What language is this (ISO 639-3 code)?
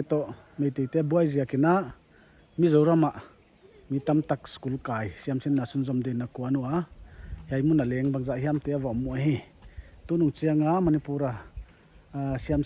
pck